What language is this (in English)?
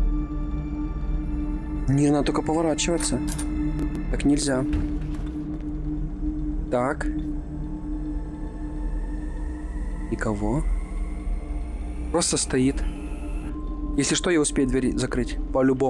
Russian